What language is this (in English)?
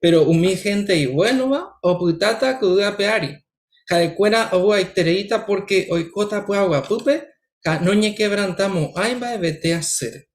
Guarani